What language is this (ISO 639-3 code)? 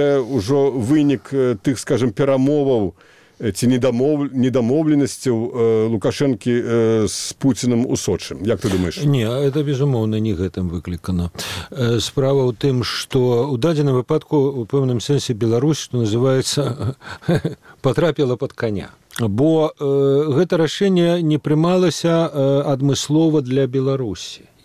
bel